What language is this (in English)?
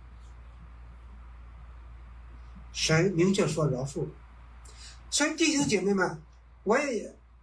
Chinese